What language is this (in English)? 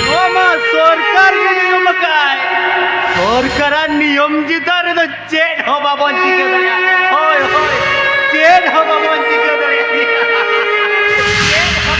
Santali